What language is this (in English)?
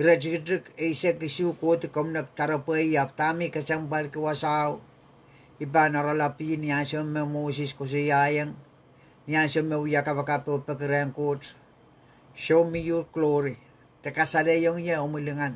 Pohnpeian